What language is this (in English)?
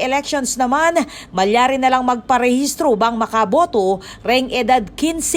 Pampanga